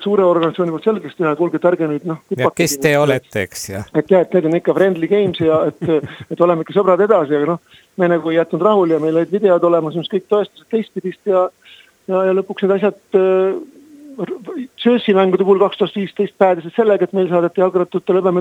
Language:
Estonian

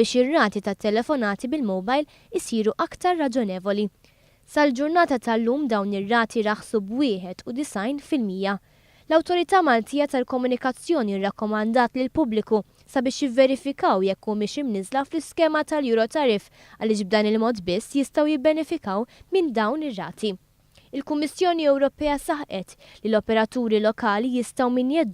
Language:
Maltese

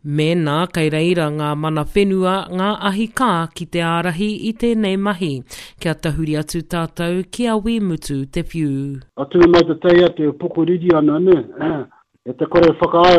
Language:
Māori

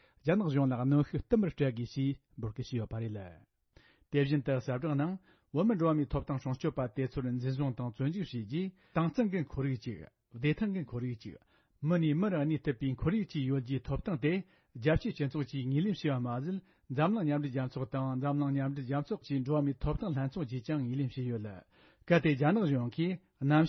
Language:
Tibetan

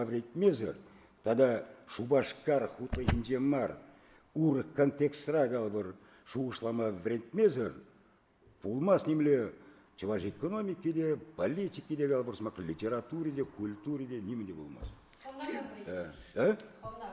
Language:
Chuvash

